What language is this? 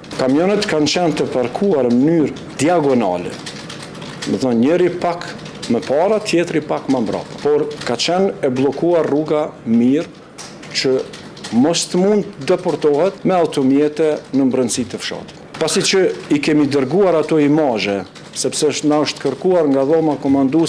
Albanian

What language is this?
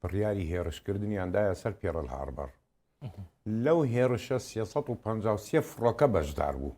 Central Kurdish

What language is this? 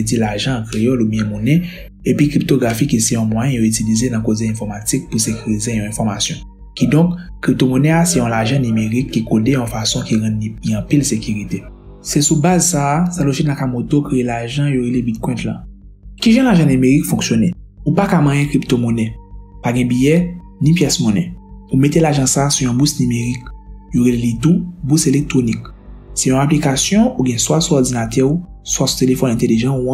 Haitian Creole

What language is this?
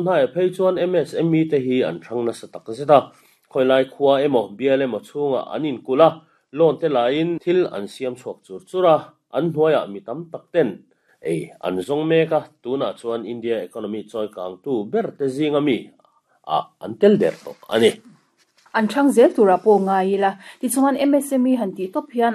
Mizo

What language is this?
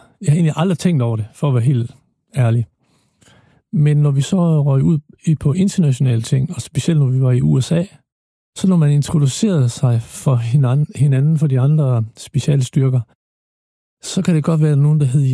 Danish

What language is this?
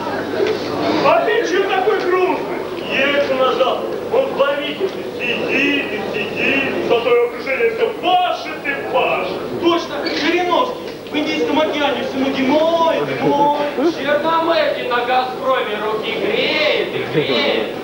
Russian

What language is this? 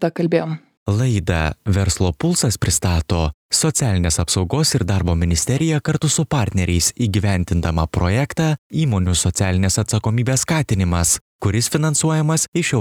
Lithuanian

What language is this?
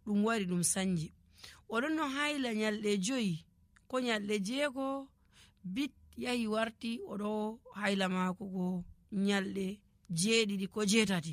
Nigerian Fulfulde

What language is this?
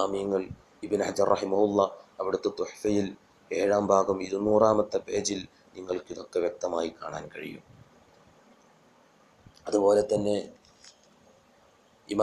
Malayalam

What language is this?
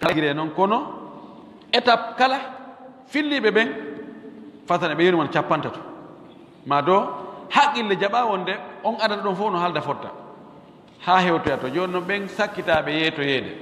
Pular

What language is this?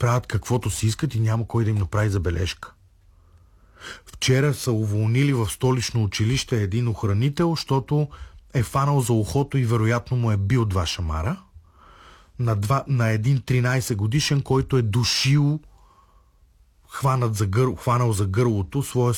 Bulgarian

